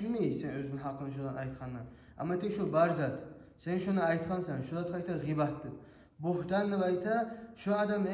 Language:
Kumyk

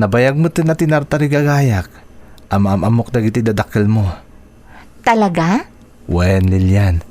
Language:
Iloko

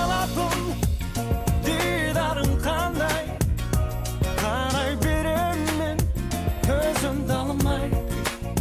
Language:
Kazakh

